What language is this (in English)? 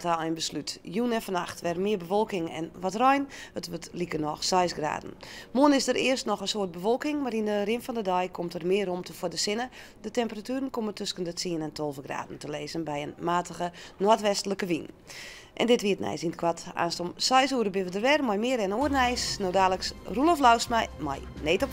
Western Frisian